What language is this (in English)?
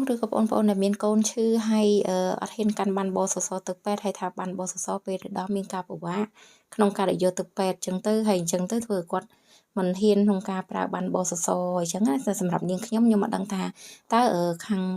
Khmer